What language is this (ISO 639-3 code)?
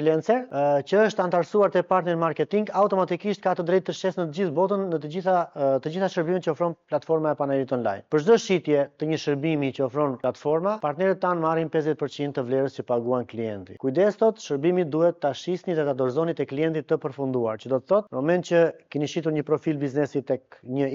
sqi